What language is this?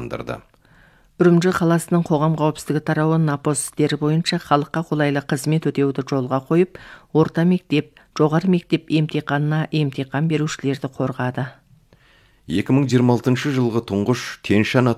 Kazakh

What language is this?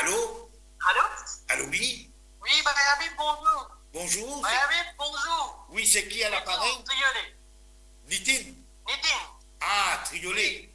Morisyen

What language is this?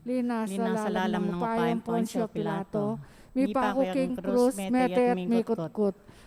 Pampanga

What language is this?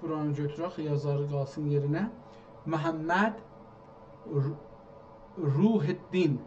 South Azerbaijani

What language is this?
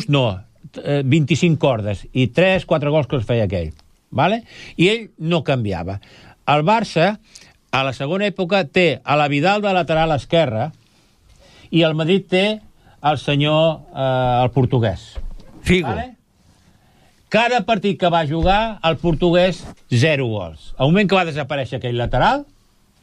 Catalan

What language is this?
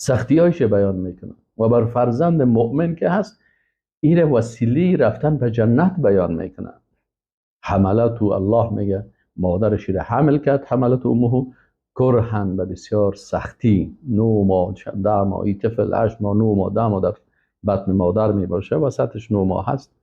Persian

